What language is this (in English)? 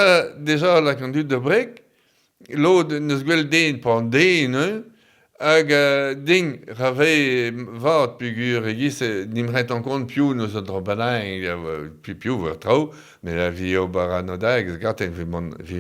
Breton